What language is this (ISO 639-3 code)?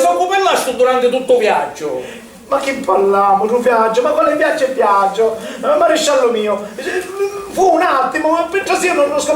scn